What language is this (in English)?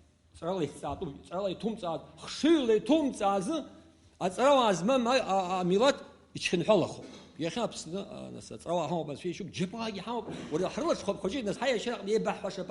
Abkhazian